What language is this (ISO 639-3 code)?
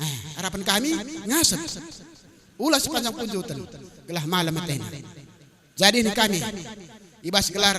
btx